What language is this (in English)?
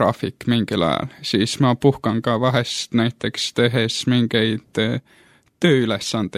Estonian